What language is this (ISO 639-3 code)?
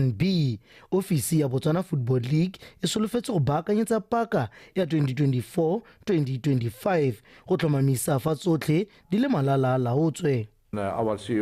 tsn